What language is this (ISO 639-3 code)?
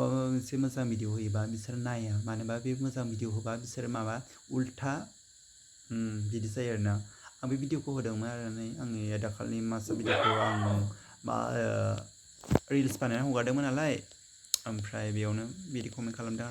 brx